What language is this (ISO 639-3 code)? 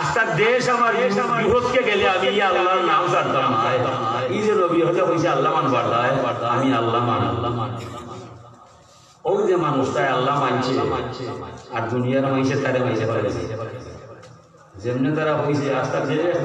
ben